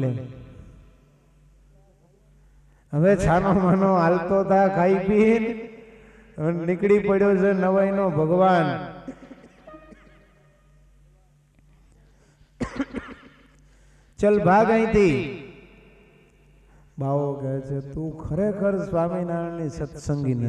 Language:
Gujarati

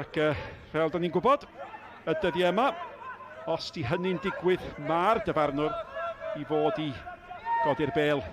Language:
Welsh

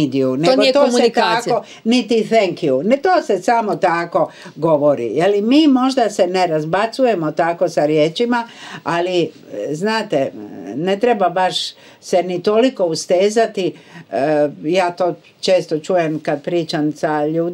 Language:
Croatian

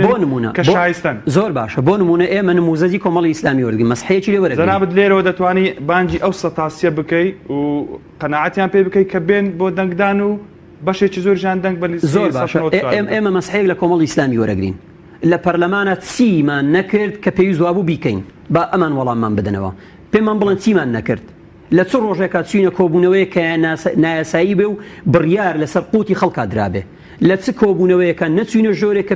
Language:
Central Kurdish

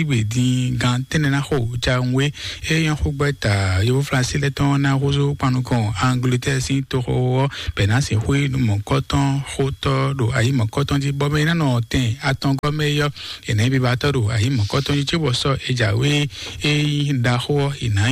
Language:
Fon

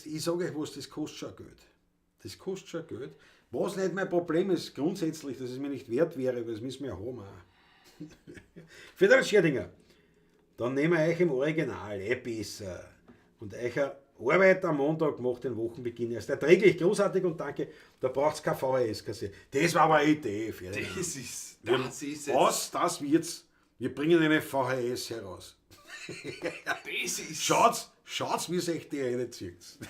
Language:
Bavarian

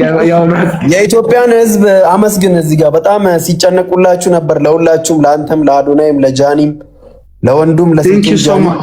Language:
Amharic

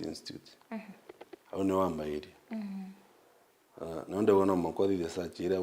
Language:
Meru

